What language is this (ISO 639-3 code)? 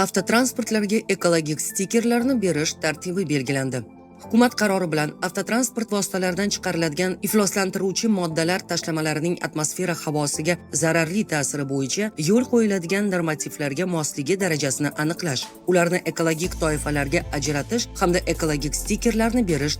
uzb